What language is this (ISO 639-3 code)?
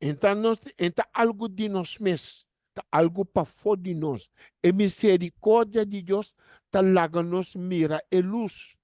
pap